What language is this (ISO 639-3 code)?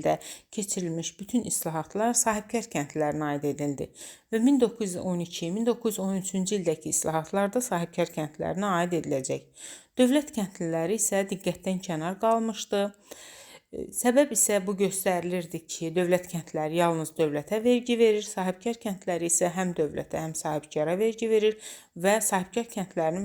aze